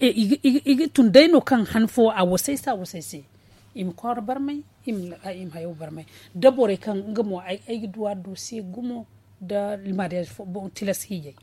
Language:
Zarma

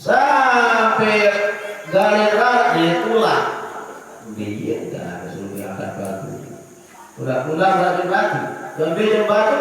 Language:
Sasak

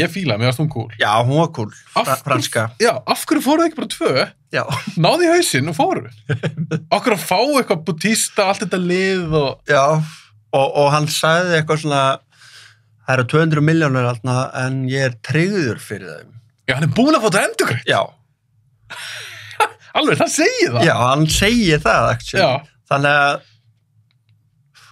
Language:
Icelandic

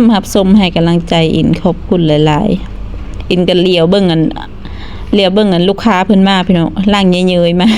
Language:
Lao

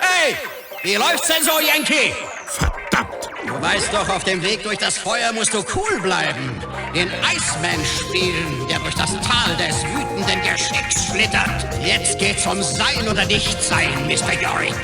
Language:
Bavarian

